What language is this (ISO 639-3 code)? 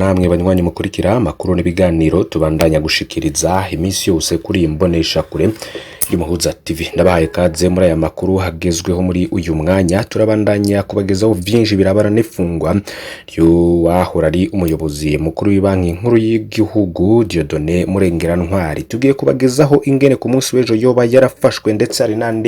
run